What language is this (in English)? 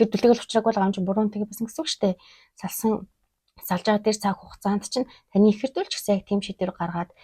Mongolian